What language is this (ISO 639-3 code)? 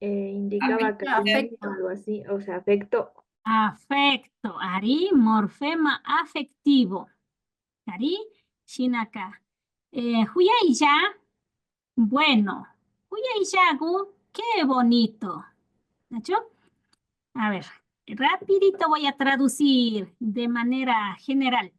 qvi